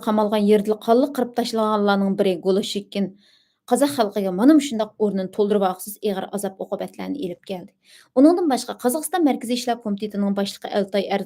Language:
Uyghur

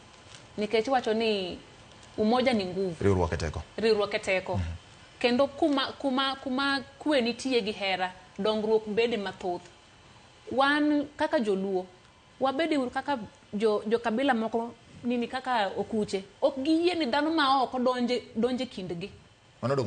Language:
Luo (Kenya and Tanzania)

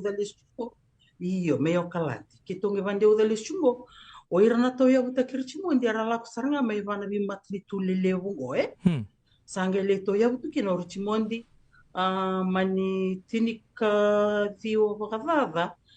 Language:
Fijian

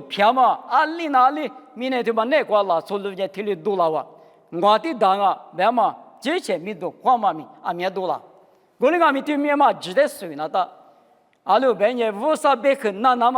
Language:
Lisu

